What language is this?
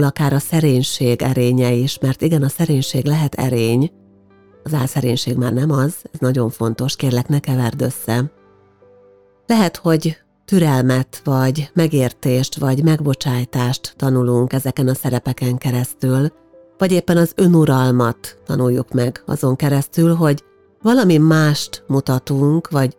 Hungarian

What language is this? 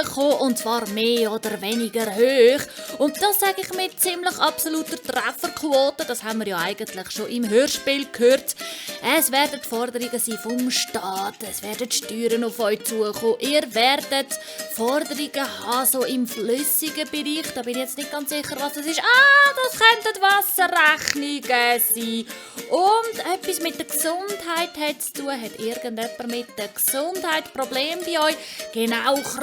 Swiss German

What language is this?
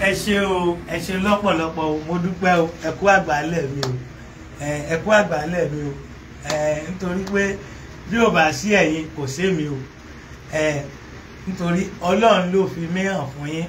Yoruba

